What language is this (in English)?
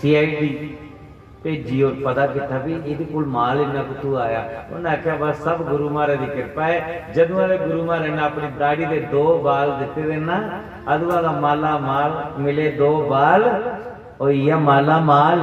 Dogri